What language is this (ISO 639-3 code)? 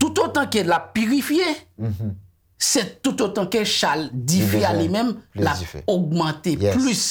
hat